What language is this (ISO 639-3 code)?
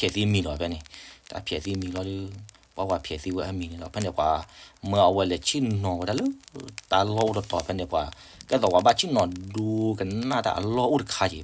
ksw